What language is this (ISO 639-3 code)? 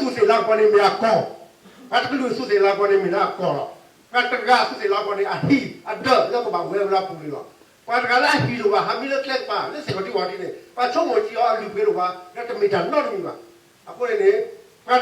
ksw